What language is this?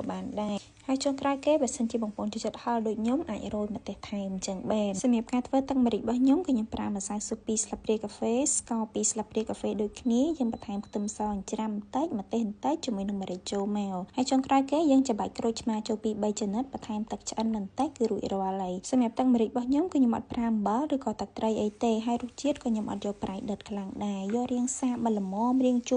Khmer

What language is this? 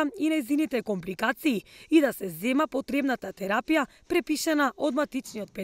Macedonian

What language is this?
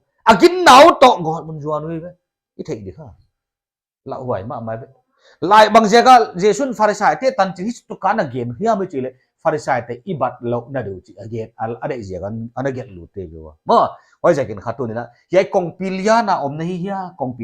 Paite Chin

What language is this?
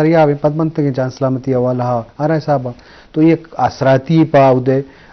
Baluchi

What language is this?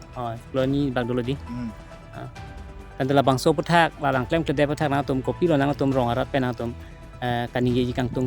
Karbi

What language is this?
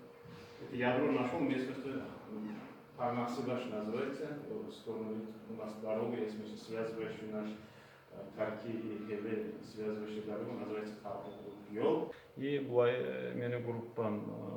Kumyk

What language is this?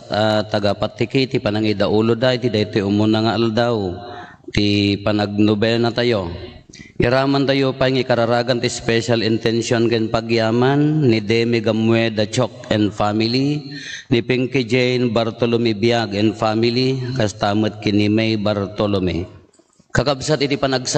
Iloko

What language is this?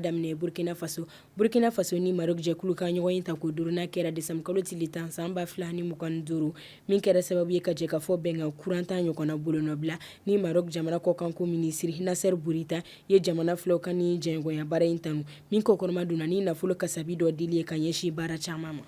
Bambara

